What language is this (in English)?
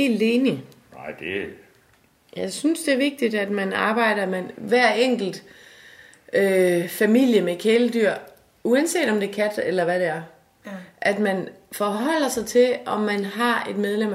Danish